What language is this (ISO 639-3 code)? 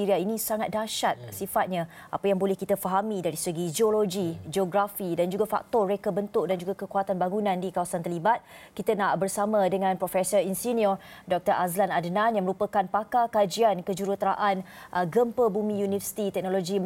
msa